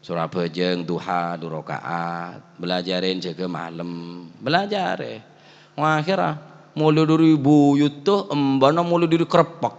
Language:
Madurese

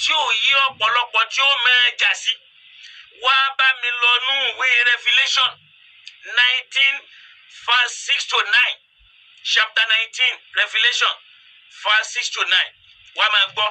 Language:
Yoruba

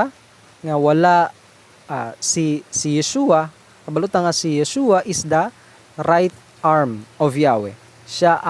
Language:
Hiligaynon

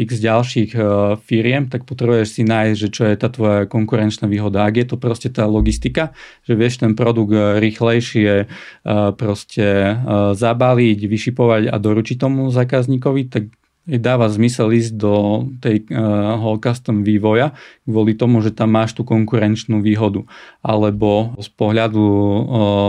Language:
Slovak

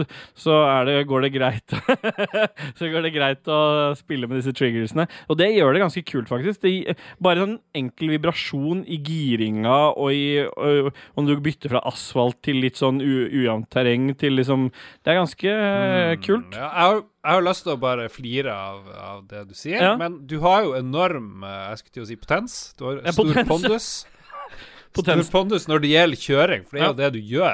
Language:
Norwegian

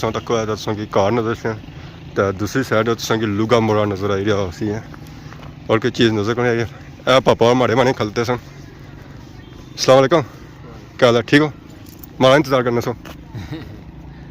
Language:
Pahari-Potwari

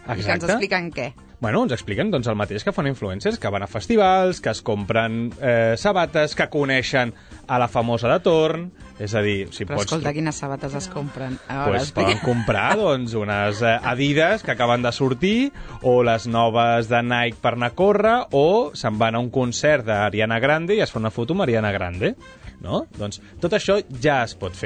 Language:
Catalan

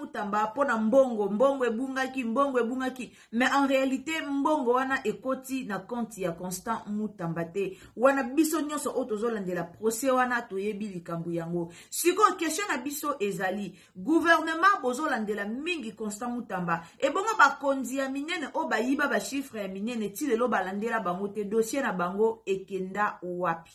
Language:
Lingala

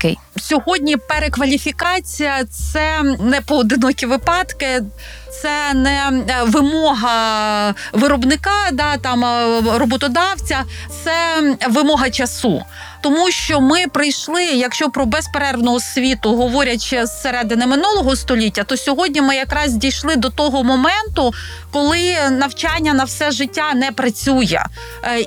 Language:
Ukrainian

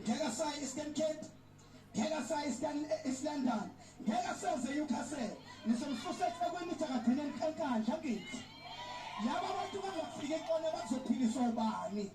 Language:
Zulu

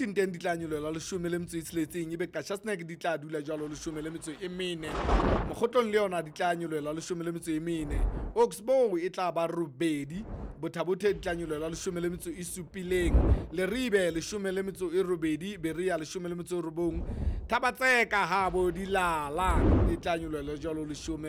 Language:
Southern Sotho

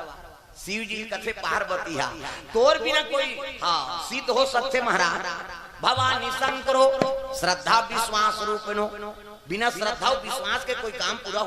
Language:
Chhattisgarhi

